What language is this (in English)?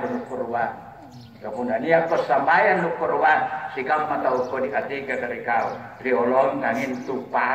Makasar